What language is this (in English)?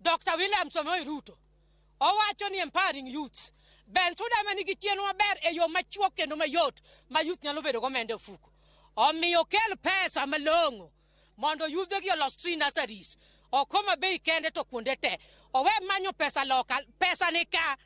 Luo (Kenya and Tanzania)